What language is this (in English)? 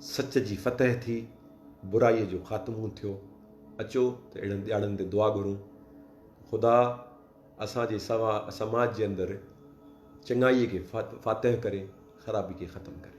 Sindhi